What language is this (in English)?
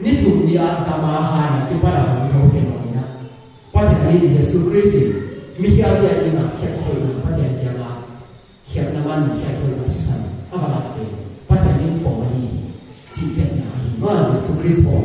Paite Chin